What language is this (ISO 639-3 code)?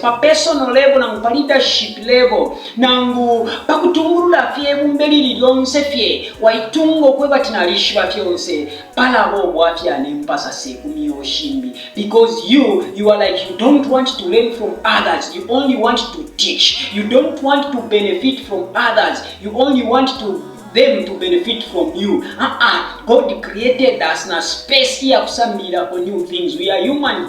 bem